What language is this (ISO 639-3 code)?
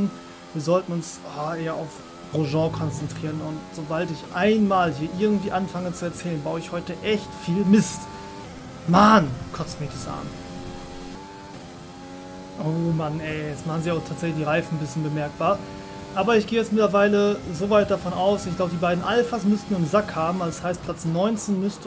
deu